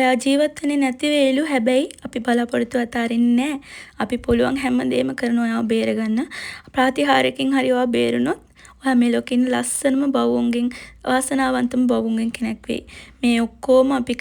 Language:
Sinhala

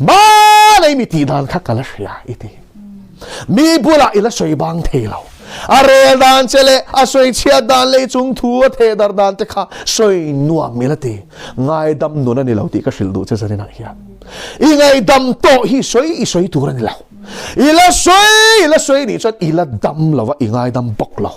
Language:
Mizo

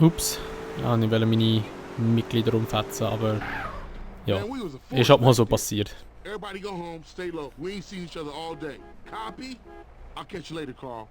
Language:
Swiss German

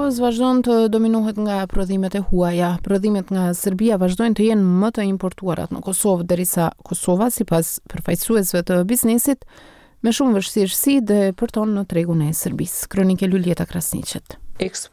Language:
Albanian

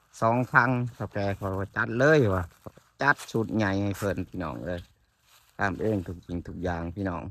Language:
Lao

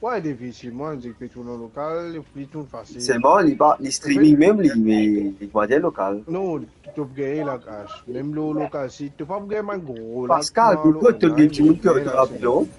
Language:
Morisyen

